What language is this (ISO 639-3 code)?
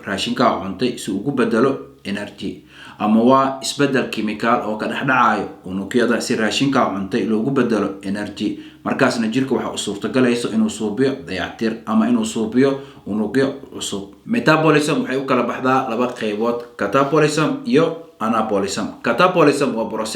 som